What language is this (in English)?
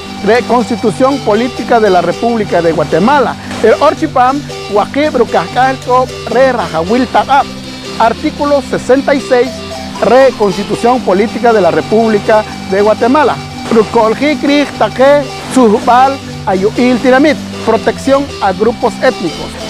Poqomchi'